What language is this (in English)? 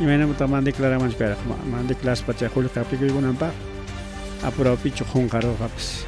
Ayacucho Quechua